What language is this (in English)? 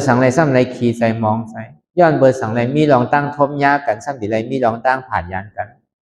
Shan